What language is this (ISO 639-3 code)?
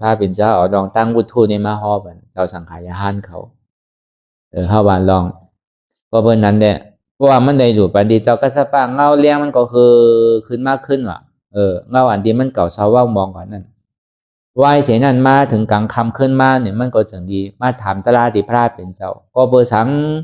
shn